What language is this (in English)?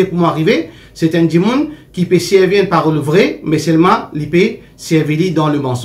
Morisyen